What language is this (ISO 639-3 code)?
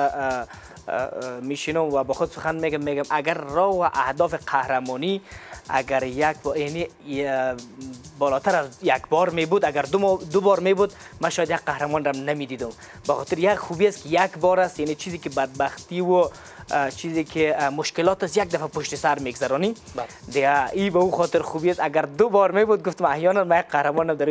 fas